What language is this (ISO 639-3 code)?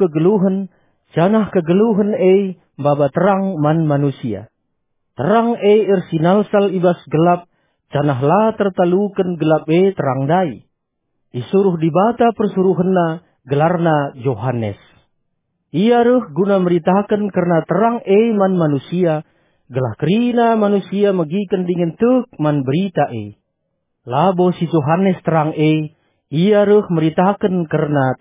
btx